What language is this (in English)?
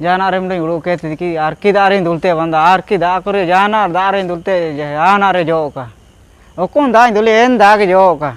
Ho